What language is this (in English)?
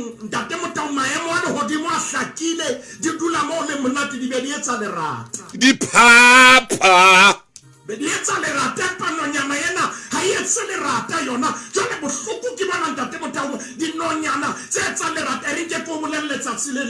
Southern Sotho